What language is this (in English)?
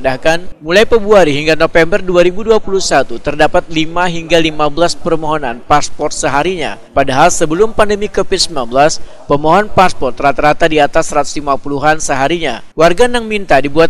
Banjar